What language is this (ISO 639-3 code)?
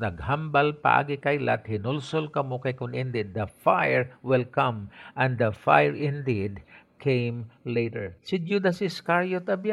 hil